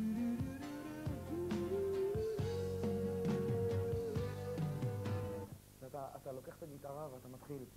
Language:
Hebrew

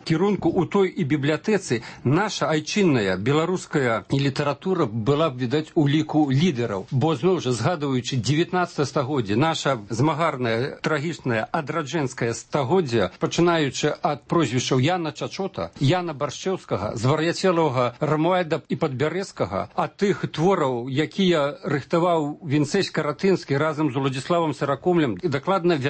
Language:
Belarusian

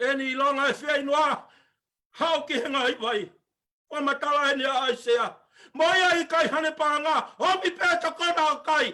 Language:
Tongan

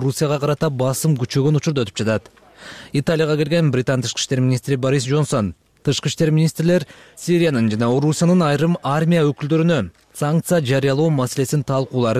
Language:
Kyrgyz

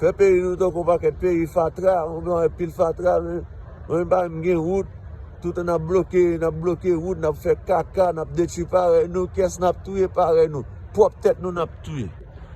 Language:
Haitian Creole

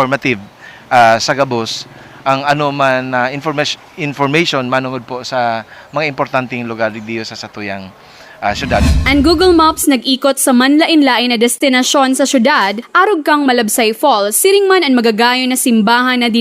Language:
Bikol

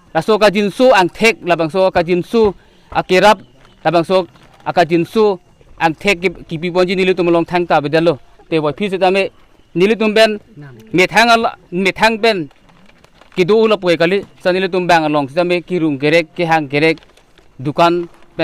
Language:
Karbi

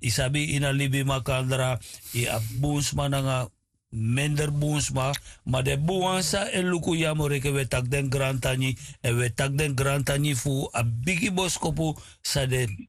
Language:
Sranan Tongo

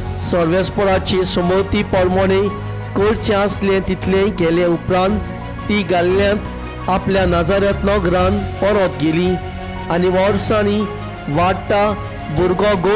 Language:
Konkani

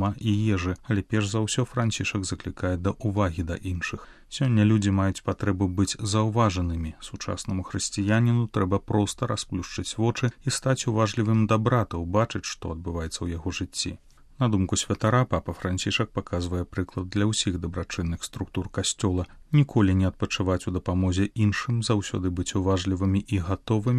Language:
Belarusian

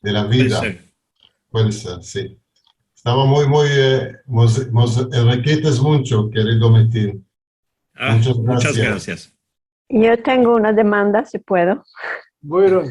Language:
Ladino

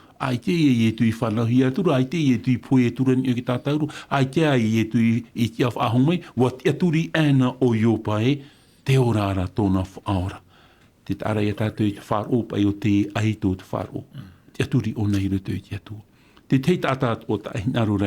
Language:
Tahitian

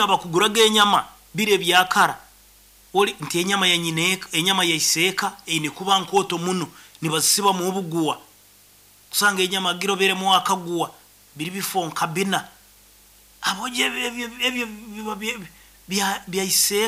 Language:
Nyoro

